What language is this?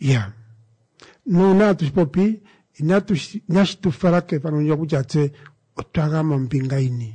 Kuanyama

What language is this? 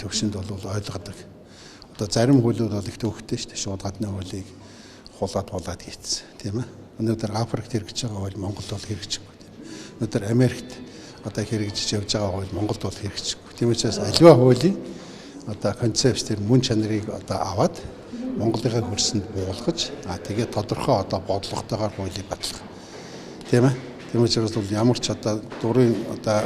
Mongolian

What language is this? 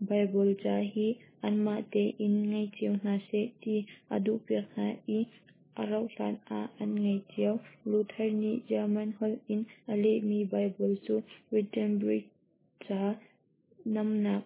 Hakha Chin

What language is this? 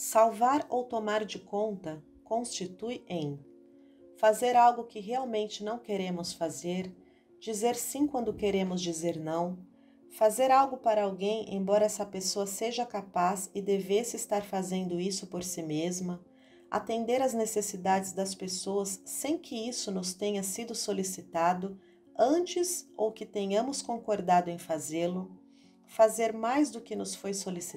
Portuguese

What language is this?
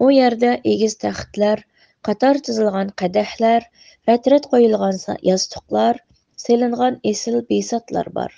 Uyghur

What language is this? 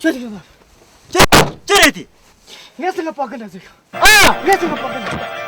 Tibetan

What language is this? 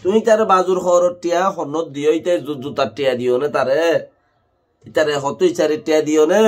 Rohingya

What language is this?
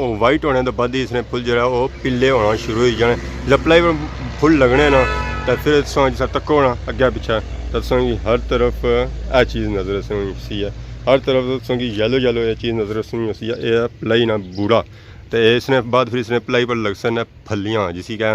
Pahari-Potwari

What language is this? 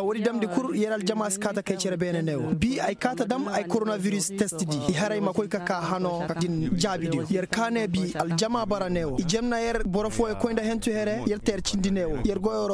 Koyraboro Senni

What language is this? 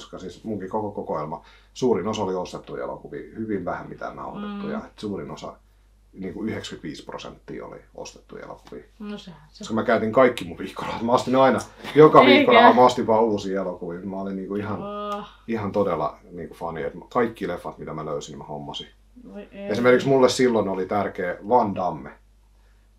Finnish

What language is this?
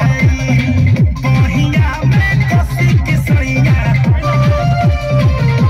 Bhojpuri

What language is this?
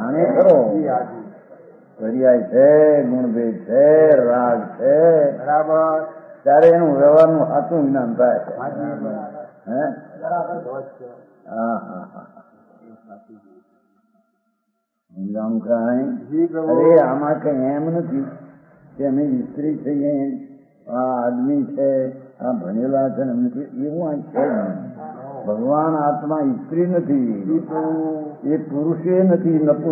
Gujarati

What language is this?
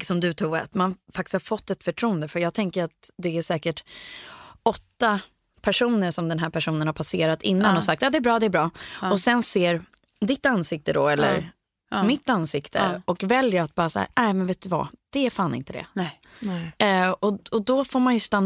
Swedish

